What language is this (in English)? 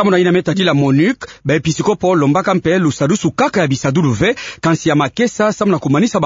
Kituba (Democratic Republic of Congo)